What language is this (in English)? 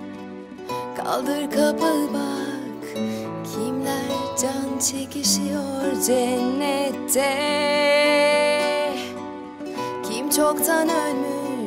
Turkish